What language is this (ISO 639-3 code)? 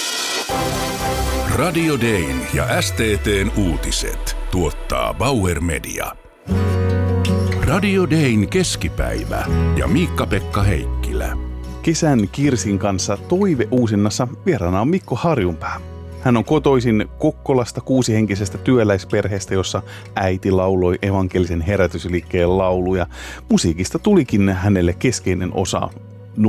fin